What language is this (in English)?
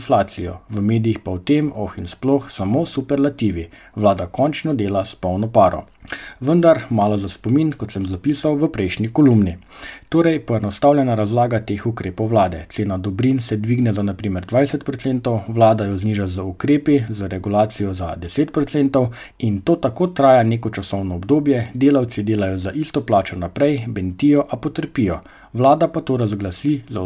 Slovenian